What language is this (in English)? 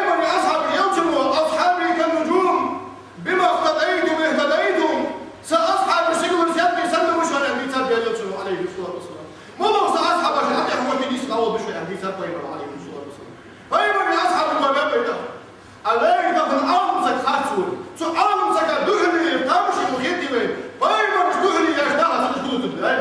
Ingush